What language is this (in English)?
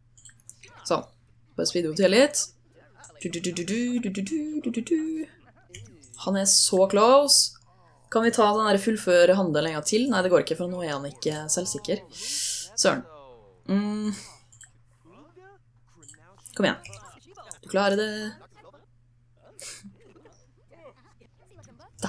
Norwegian